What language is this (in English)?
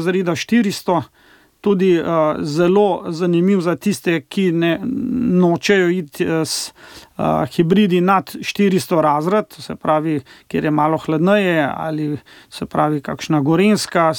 Slovenian